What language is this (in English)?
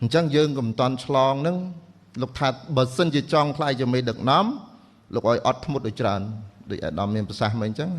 Khmer